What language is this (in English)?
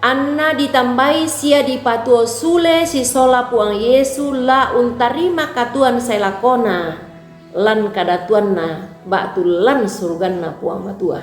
Toraja-Sa'dan